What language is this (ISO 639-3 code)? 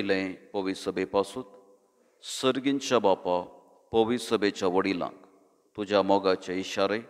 kok